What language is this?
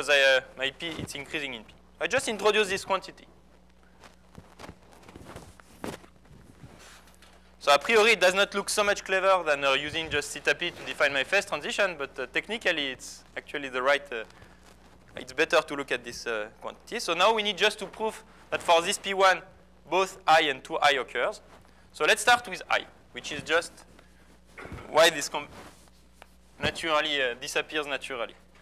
English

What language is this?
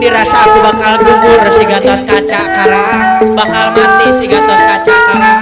Betawi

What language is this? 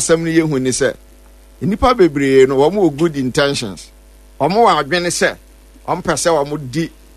Akan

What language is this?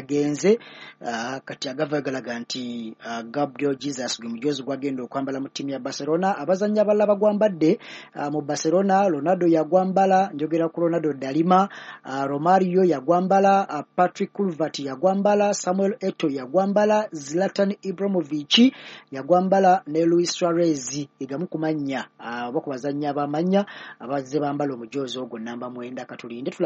Ganda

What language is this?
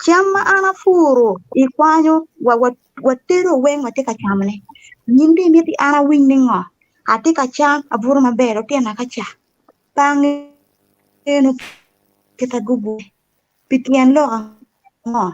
Acoli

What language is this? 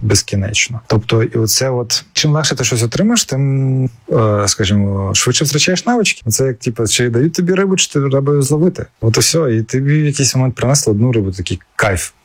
Ukrainian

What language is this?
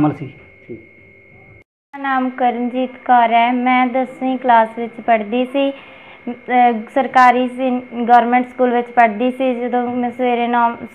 Punjabi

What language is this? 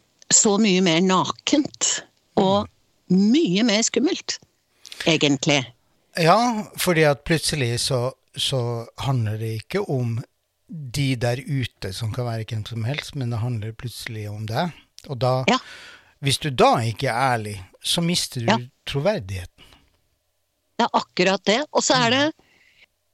Norwegian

